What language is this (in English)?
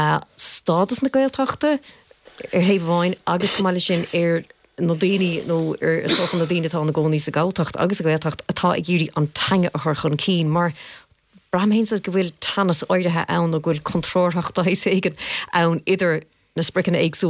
Irish